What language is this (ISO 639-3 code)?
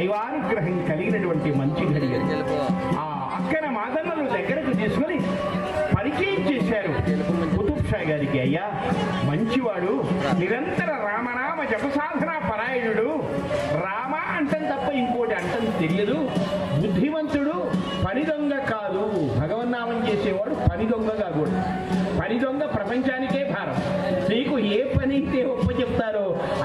tel